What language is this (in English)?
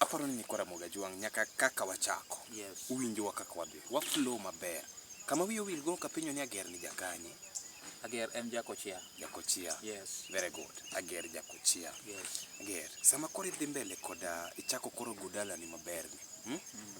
Luo (Kenya and Tanzania)